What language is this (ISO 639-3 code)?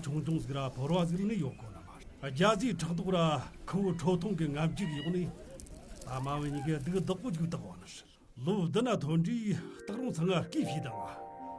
bod